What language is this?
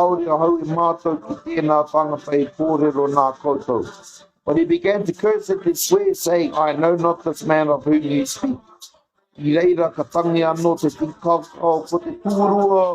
Māori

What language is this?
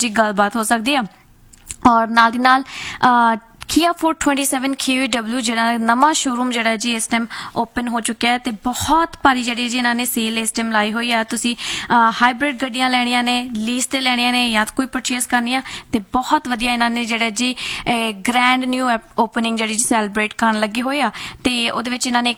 Punjabi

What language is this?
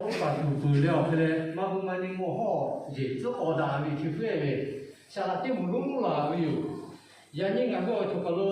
Lahu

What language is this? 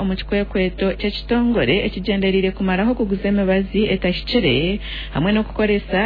Nyankole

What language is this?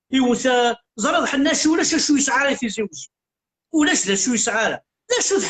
Kabyle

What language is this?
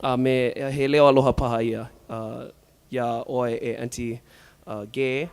Hawaiian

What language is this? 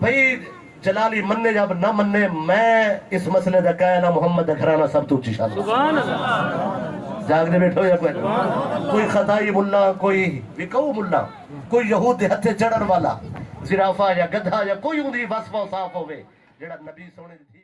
Saraiki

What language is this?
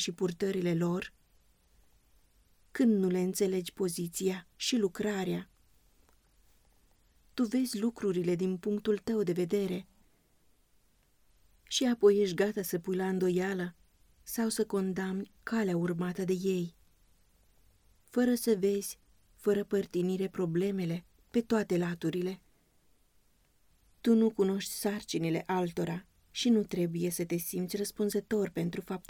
Romanian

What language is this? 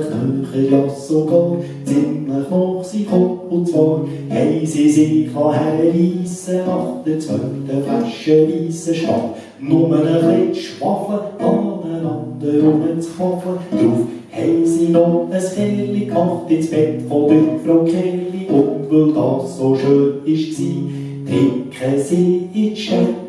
Swiss German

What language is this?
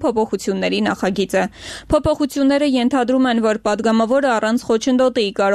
Armenian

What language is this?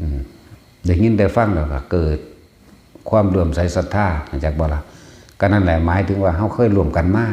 Northeastern Thai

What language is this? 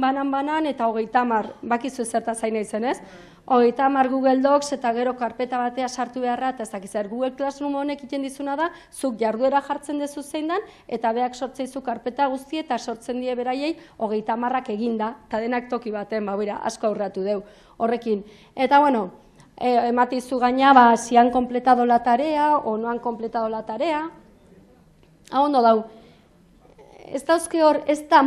Basque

